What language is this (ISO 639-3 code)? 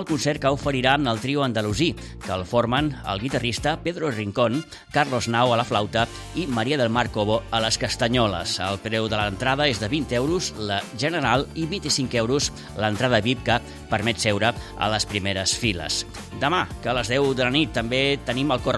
cat